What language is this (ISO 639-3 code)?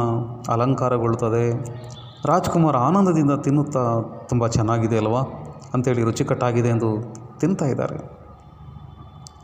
kan